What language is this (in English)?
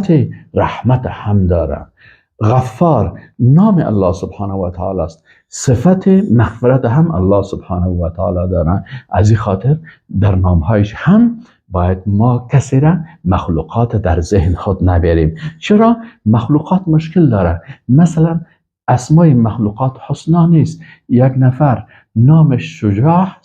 Persian